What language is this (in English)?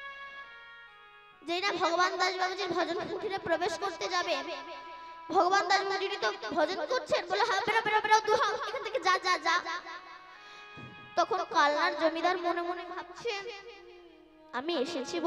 Bangla